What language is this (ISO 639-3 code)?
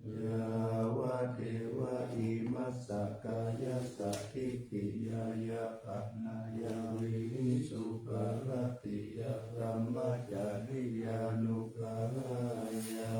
pli